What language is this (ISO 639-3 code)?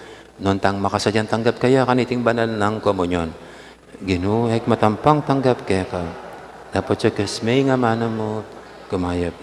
pam